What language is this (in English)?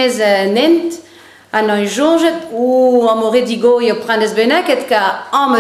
Breton